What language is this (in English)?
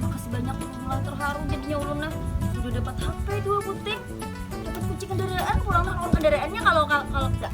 Banjar